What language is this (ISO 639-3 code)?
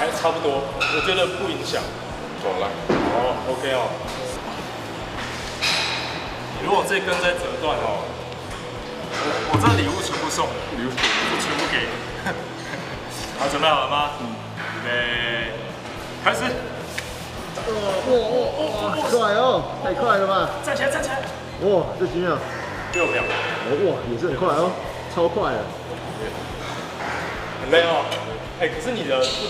zho